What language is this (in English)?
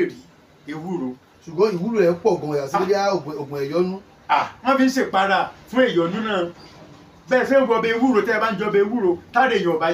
Yoruba